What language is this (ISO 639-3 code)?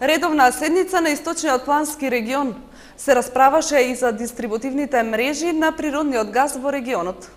mkd